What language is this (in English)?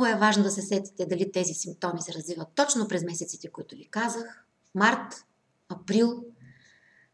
Bulgarian